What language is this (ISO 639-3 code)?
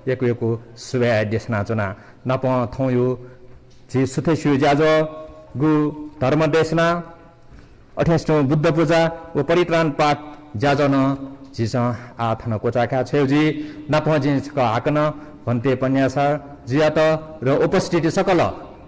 new